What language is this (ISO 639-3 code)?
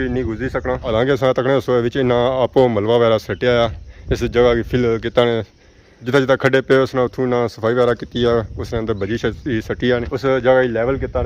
phr